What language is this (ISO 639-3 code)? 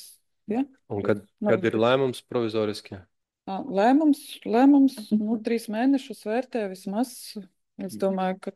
lav